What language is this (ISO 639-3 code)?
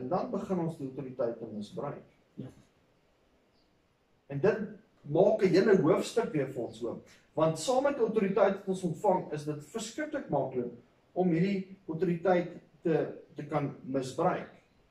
afr